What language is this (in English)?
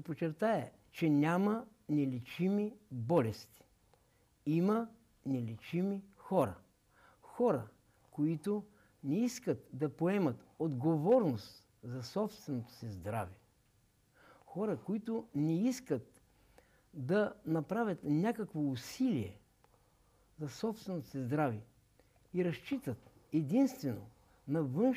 Bulgarian